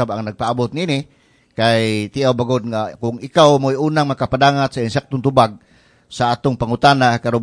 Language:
Cebuano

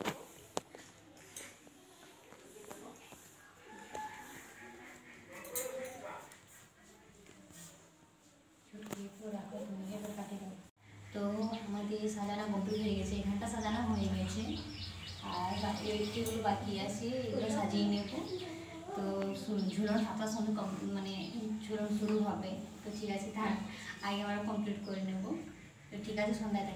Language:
Bangla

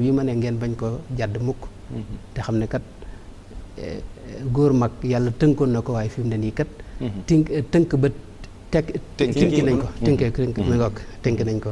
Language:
Wolof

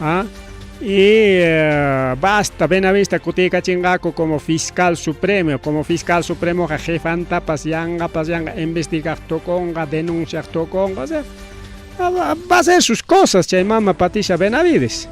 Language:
Ayacucho Quechua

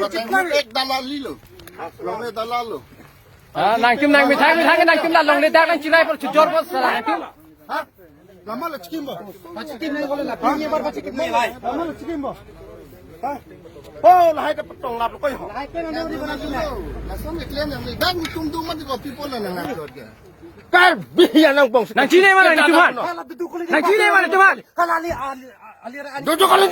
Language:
Karbi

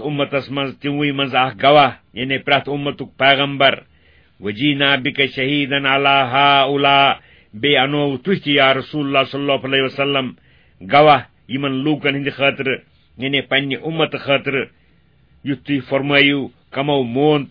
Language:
Kashmiri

